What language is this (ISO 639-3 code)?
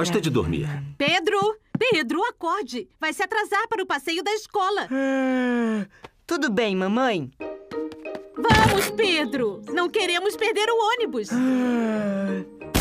por